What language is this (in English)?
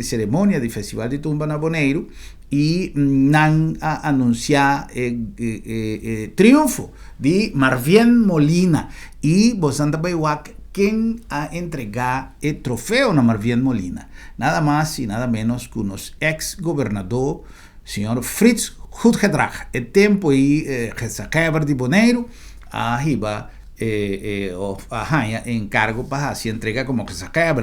Papiamento